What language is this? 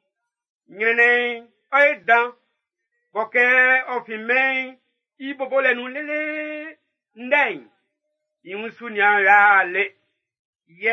Baoulé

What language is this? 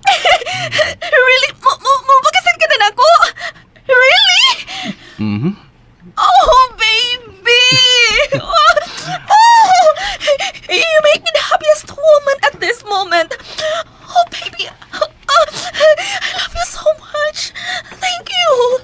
Cebuano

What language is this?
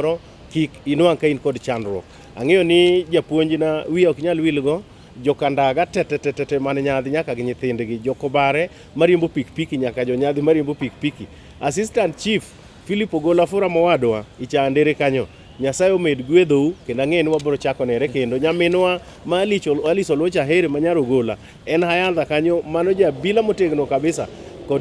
Luo (Kenya and Tanzania)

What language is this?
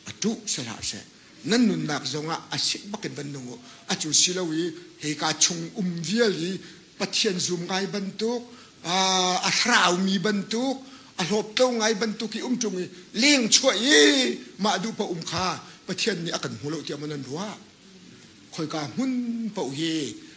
Hakha Chin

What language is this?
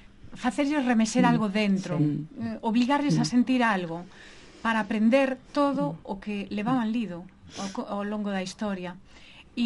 Galician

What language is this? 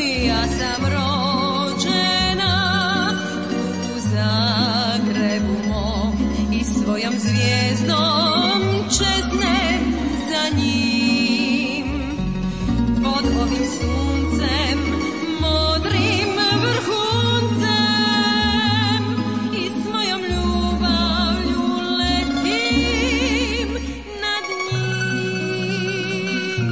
Croatian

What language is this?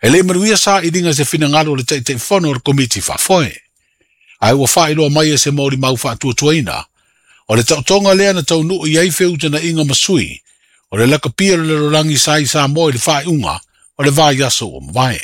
Samoan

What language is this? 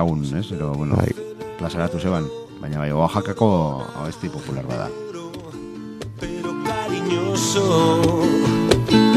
Basque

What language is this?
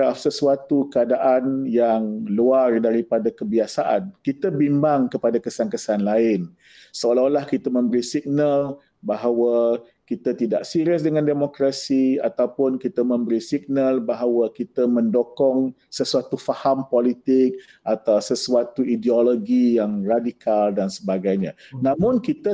Malay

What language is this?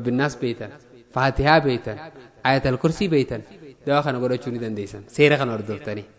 Oromo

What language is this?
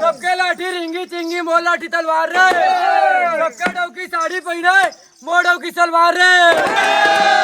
Chhattisgarhi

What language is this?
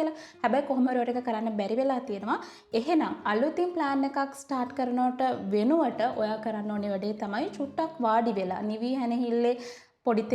Sinhala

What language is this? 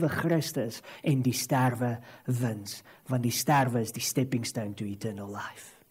Afrikaans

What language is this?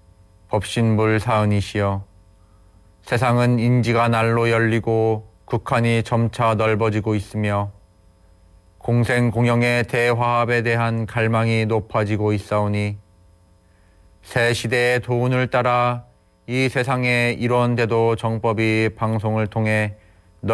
Korean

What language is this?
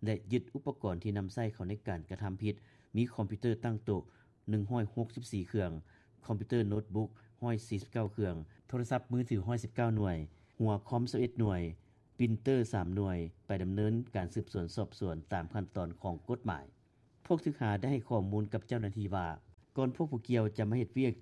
Lao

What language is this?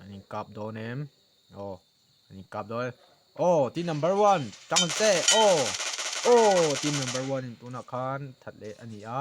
Mizo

